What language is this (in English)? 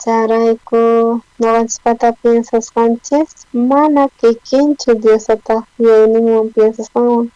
South Bolivian Quechua